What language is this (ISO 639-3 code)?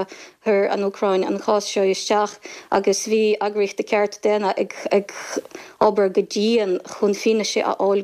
gle